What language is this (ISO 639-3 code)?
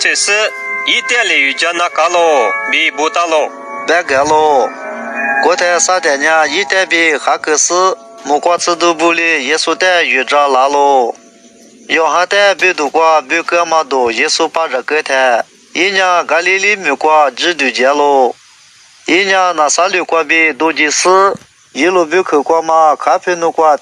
lis